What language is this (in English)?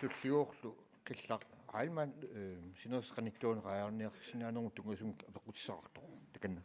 Kalaallisut